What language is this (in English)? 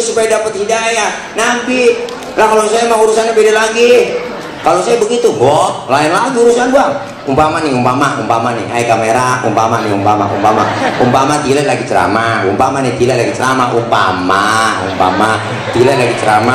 Betawi